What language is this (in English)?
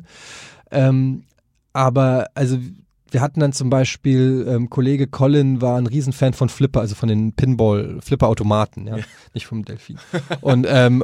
German